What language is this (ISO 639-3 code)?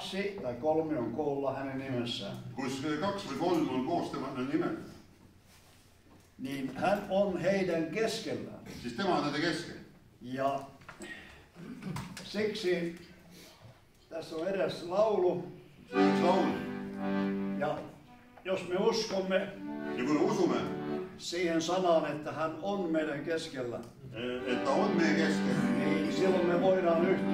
fin